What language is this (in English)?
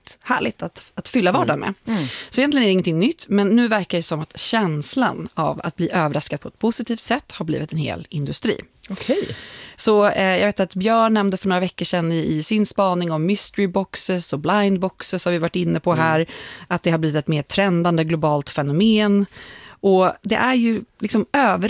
Swedish